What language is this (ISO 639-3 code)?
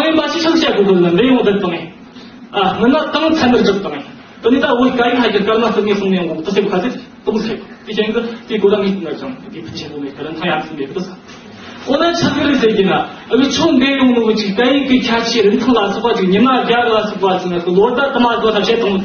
bod